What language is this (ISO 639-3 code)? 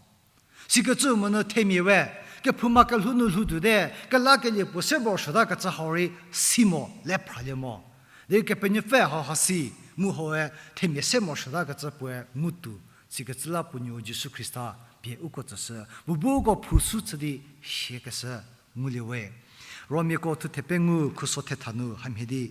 njm